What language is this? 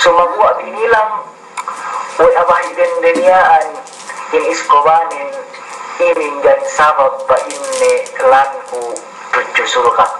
Yakan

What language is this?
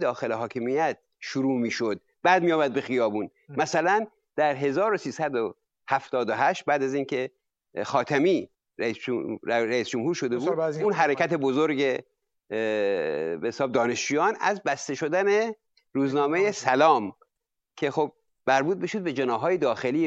Persian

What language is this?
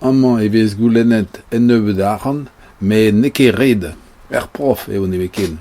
Breton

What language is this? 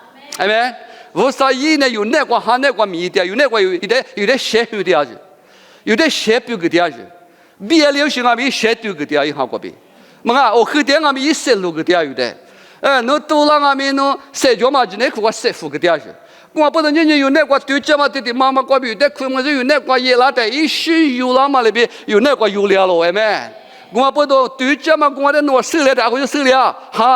Lisu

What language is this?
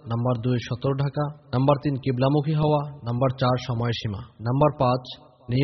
Bangla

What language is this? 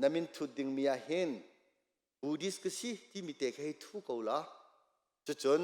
Hakha Chin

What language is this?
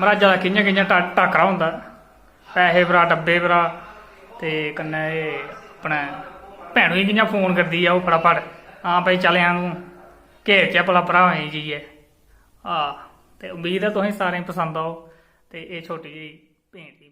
Dogri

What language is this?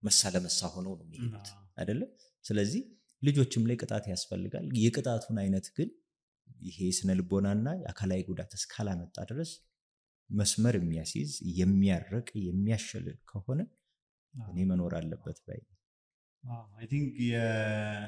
Amharic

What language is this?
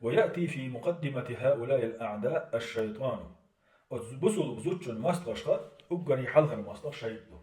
Chechen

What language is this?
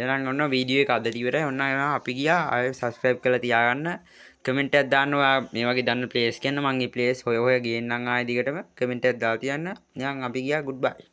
Sinhala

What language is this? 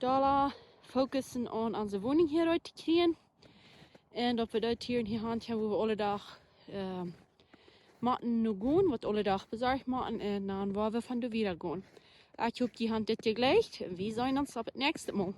Plautdietsch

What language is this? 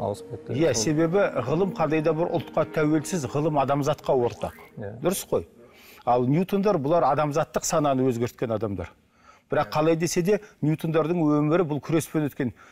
Kazakh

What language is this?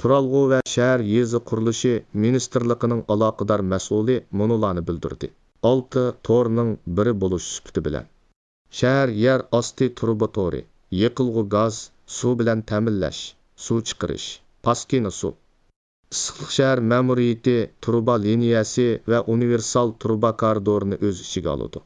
Uyghur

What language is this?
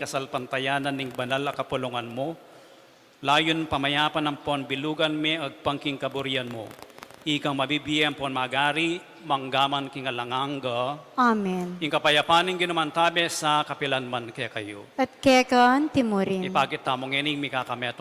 Pampanga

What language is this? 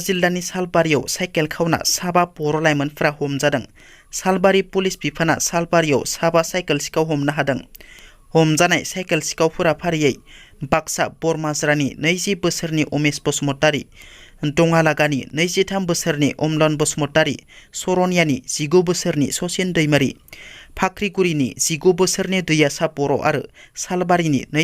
Bodo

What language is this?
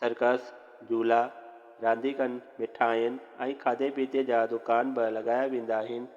Sindhi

